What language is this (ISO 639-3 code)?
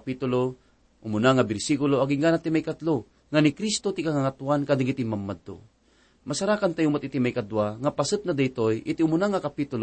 ilo